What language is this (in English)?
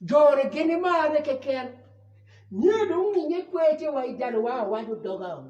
Acoli